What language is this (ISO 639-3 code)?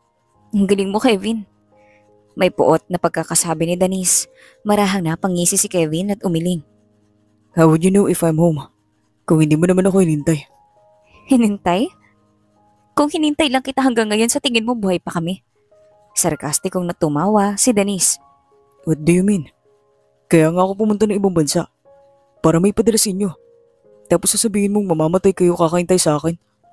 fil